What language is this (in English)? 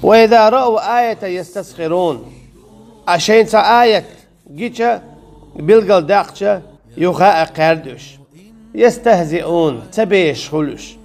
Chechen